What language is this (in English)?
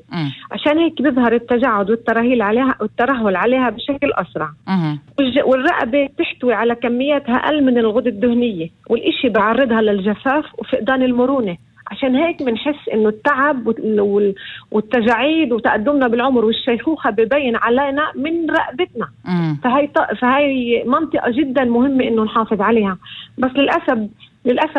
North Levantine Arabic